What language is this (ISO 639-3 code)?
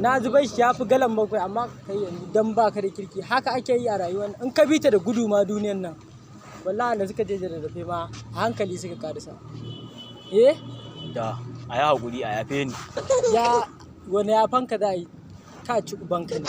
hau